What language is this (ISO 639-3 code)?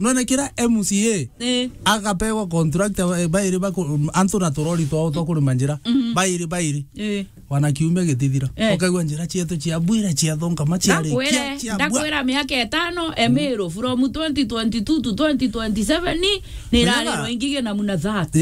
mer